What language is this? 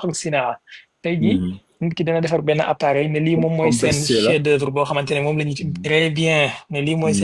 Wolof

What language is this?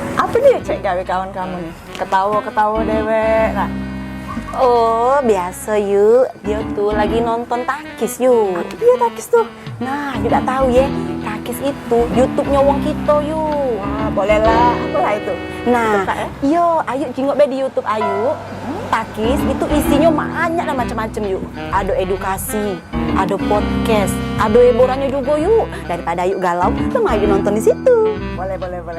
Musi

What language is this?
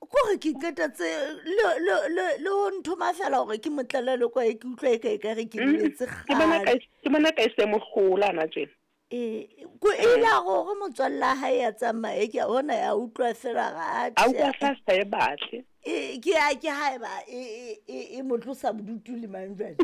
Southern Sotho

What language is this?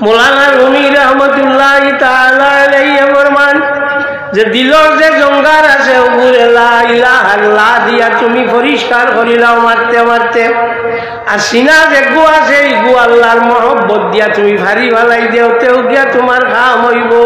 Sylheti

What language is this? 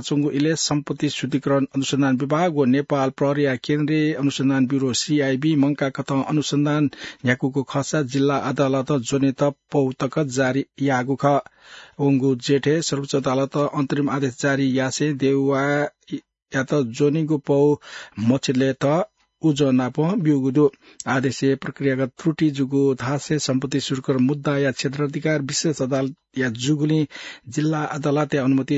Newari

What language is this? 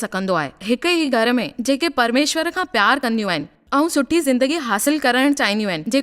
Sindhi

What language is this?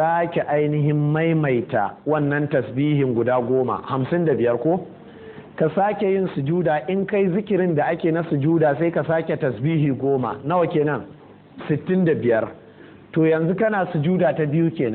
Hausa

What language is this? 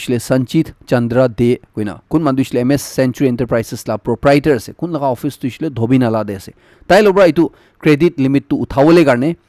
Naga Pidgin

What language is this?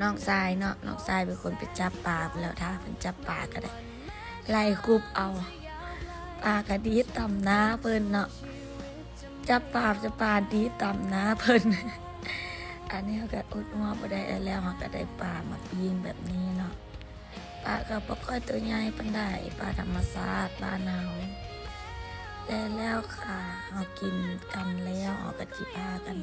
Lao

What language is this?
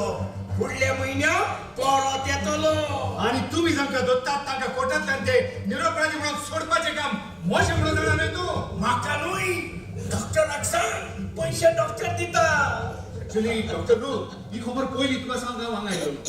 Konkani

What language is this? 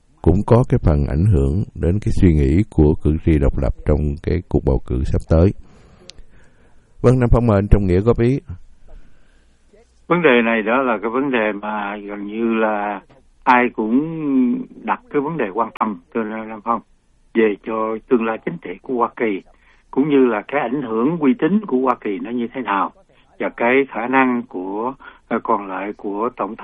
Vietnamese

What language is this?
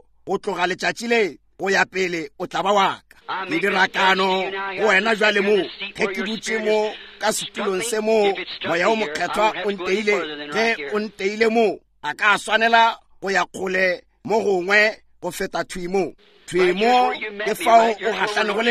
Northern Sotho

